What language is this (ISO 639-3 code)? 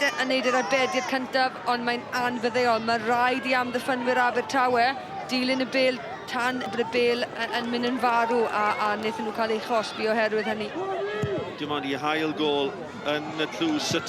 cym